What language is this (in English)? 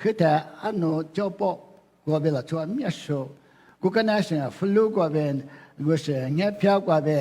Lisu